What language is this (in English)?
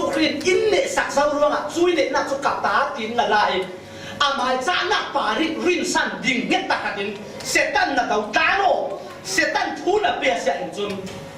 Falam Chin